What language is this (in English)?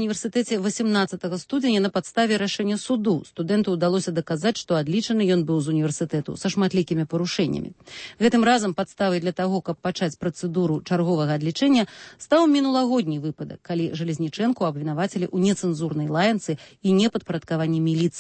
Belarusian